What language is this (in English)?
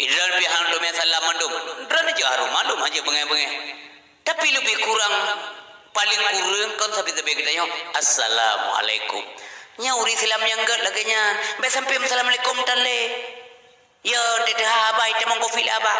Achinese